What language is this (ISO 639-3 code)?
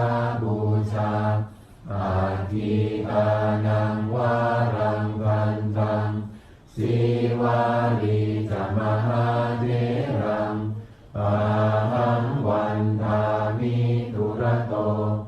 pli